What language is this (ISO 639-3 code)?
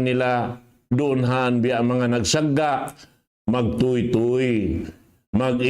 tsg